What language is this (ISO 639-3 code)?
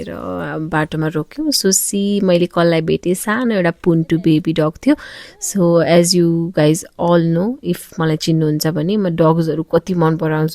nep